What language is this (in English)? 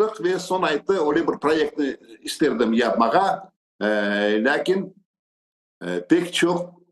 Crimean Tatar